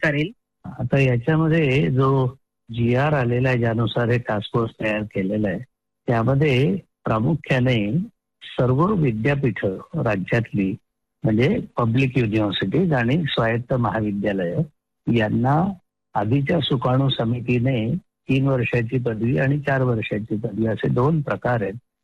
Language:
Marathi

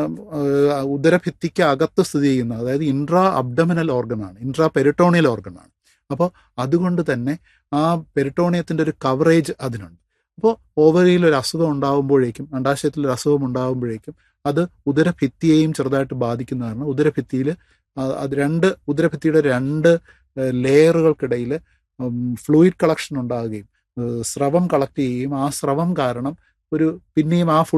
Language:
Malayalam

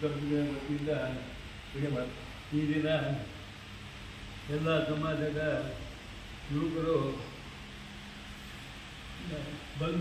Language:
Kannada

